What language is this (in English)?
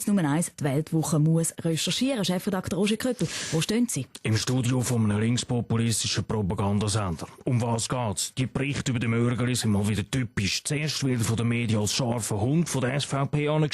Swiss German